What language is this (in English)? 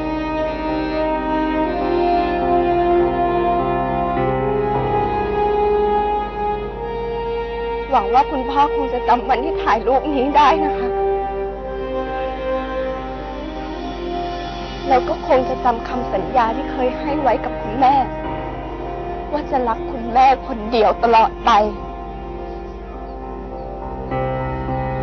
Thai